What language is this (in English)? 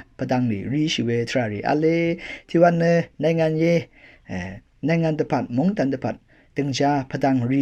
Rawang